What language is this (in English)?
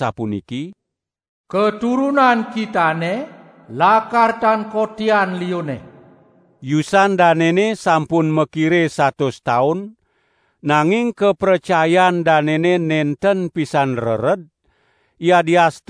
Balinese